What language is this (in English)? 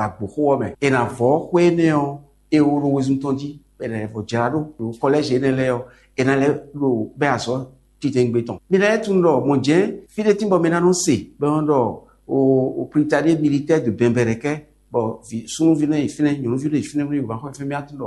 Fon